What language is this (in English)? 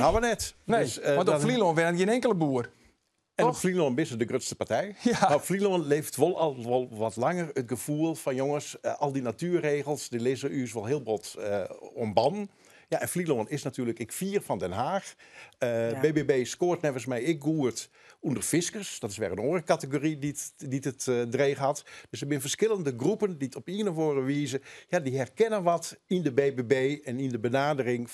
Western Frisian